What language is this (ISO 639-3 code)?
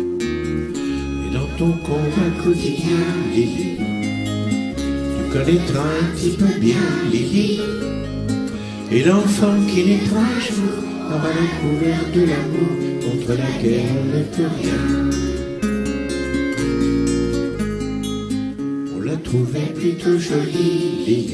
fra